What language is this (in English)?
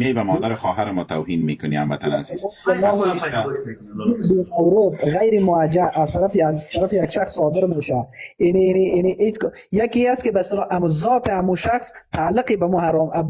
Persian